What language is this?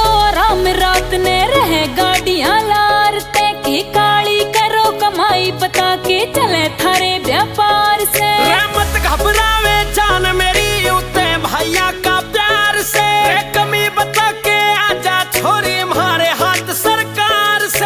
Haryanvi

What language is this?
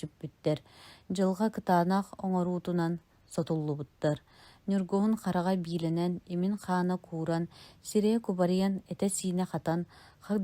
Yakut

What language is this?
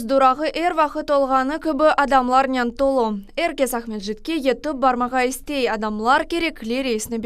Crimean Tatar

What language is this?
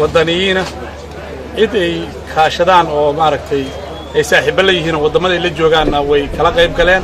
Somali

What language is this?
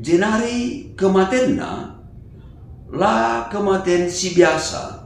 Batak Karo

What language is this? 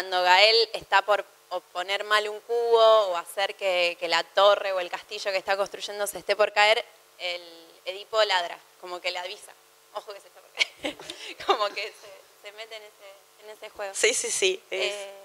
Spanish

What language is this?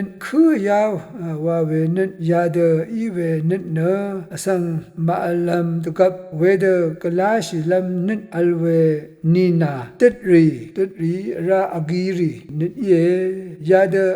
Rawang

